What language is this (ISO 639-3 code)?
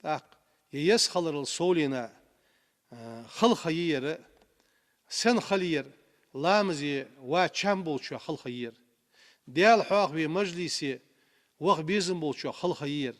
inh